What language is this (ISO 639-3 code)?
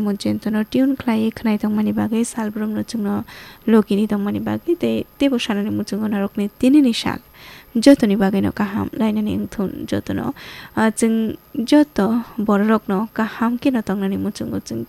trp